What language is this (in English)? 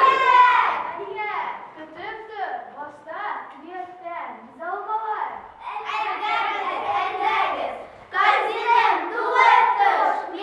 Bashkir